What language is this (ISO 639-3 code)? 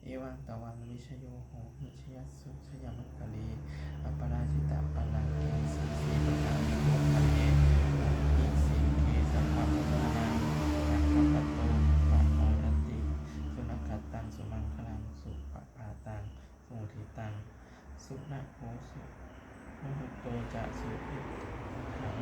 pli